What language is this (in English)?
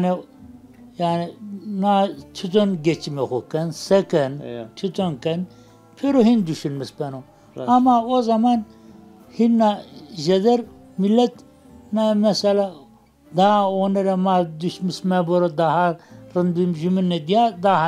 Zaza